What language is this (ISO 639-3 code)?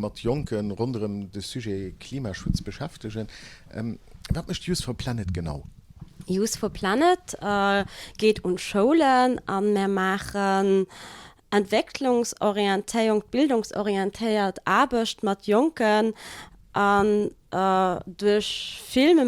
ltz